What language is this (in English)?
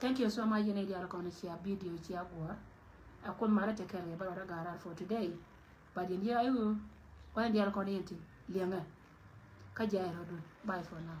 Nuer